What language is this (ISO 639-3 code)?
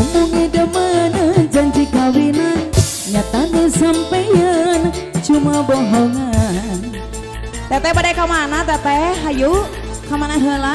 sun